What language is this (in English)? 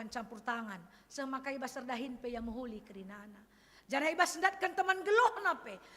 Batak Karo